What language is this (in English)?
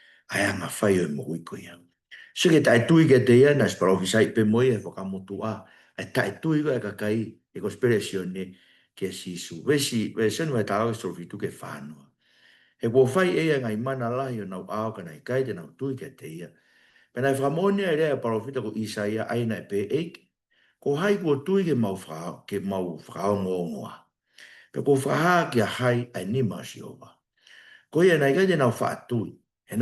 Tongan